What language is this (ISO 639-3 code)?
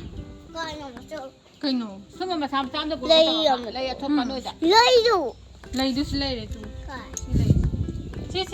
mni